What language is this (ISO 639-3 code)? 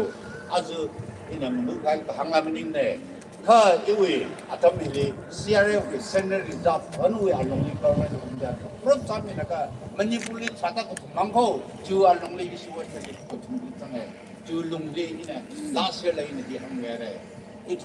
nmf